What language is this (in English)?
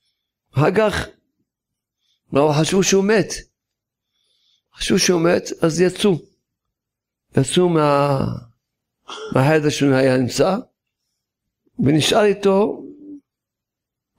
Hebrew